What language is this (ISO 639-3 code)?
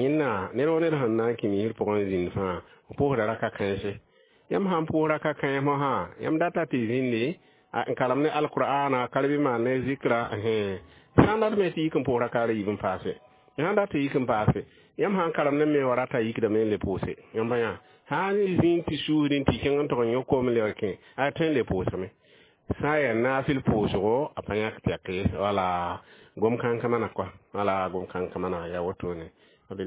mos